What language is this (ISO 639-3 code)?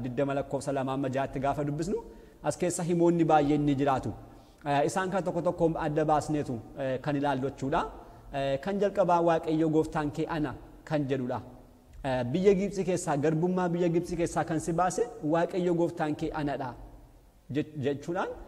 orm